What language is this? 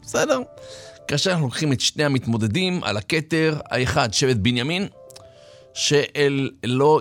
Hebrew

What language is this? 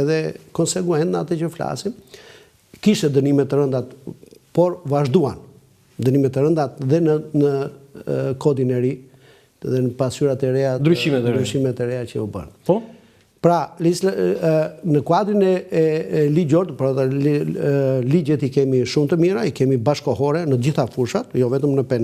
Albanian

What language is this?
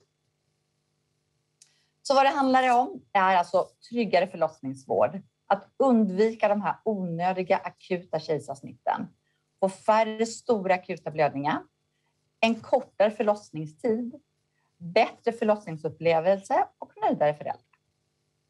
Swedish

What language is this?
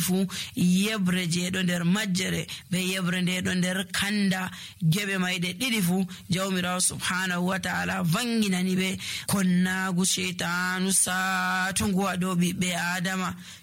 Nigerian Fulfulde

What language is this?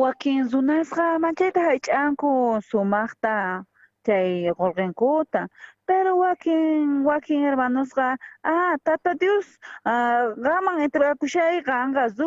South Bolivian Quechua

